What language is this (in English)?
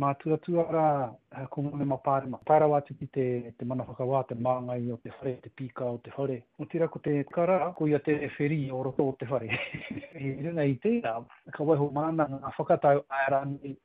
Māori